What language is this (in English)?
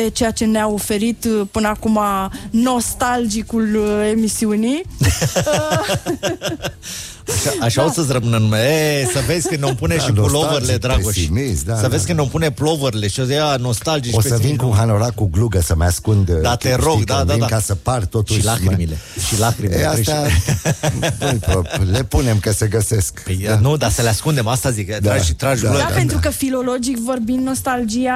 Romanian